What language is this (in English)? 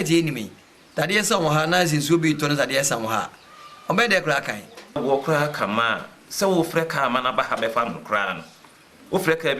Akan